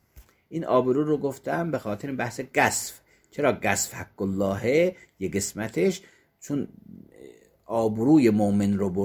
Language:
Persian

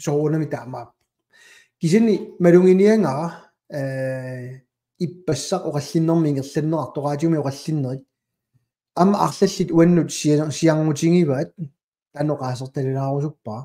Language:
Kalaallisut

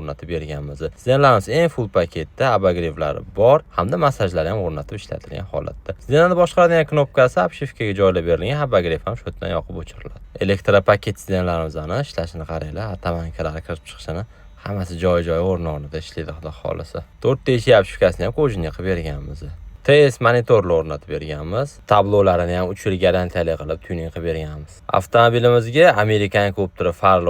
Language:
Uzbek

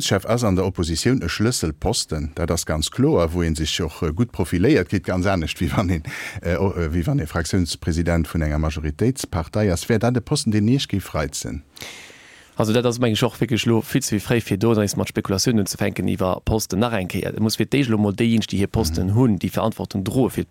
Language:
Luxembourgish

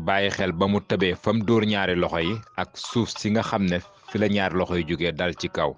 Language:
Wolof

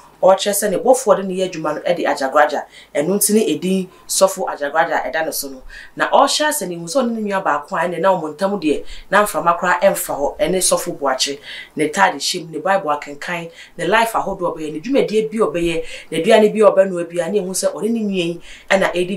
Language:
Akan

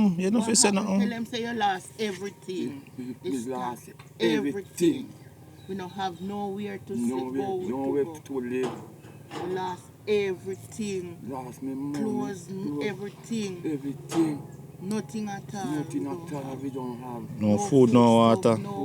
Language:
Jamaican Creole English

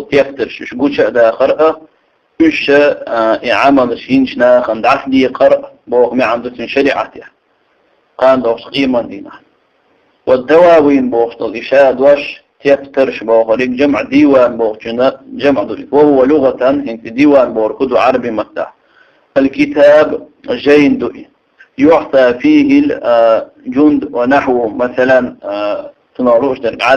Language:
Chechen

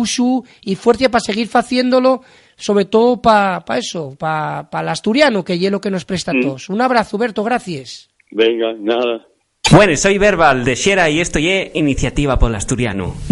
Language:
Asturian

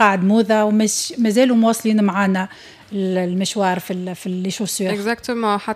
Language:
Tunisian Arabic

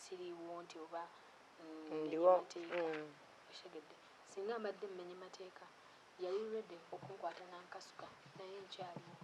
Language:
Ganda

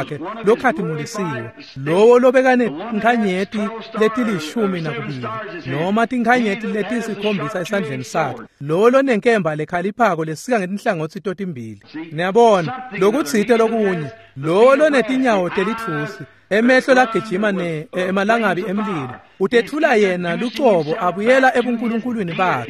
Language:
Swati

